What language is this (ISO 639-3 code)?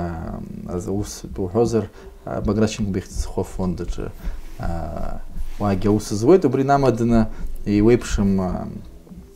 abk